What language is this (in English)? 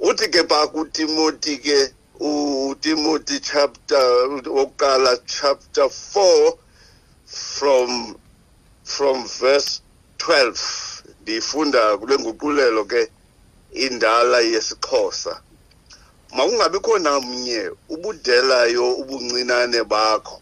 Xhosa